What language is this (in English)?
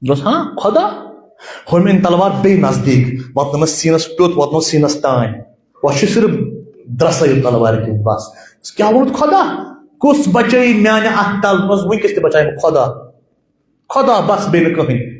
Kashmiri